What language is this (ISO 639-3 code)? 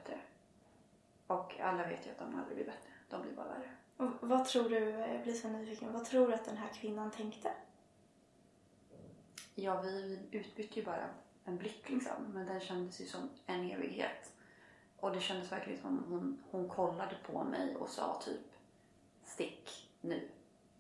swe